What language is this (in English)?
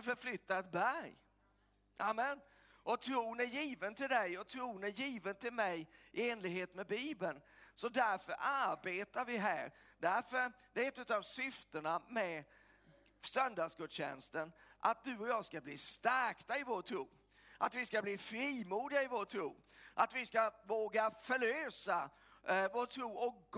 Swedish